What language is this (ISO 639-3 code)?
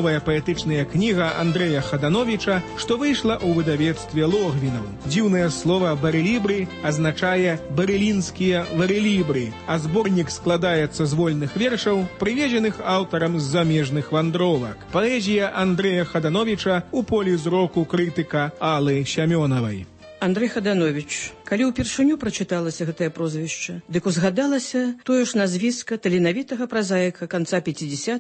bel